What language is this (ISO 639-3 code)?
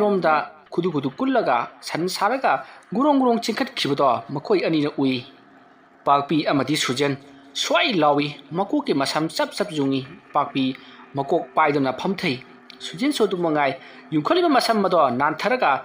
mni